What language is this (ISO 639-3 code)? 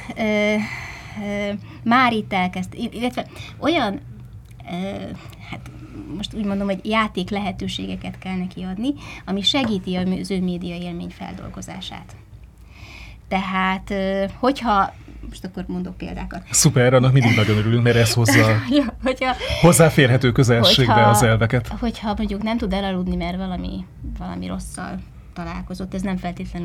hun